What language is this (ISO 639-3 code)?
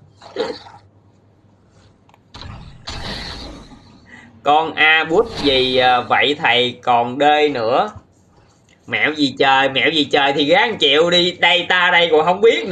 vie